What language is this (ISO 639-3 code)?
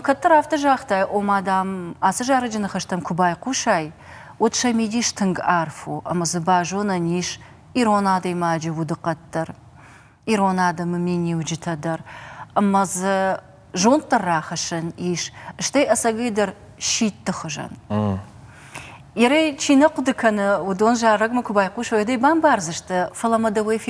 oss